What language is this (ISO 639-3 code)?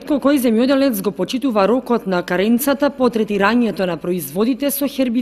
mkd